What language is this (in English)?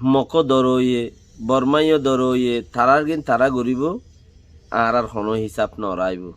Rohingya